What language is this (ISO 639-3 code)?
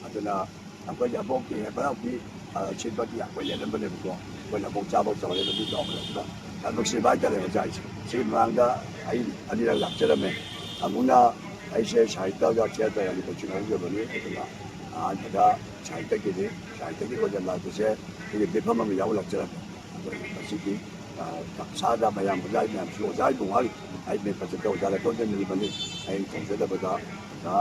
mni